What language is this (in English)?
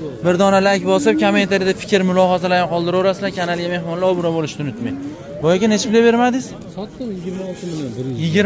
Uzbek